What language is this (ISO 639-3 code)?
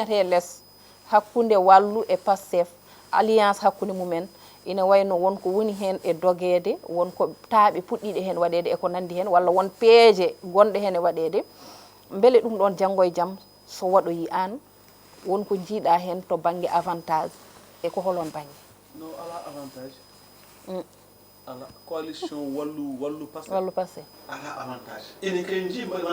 ful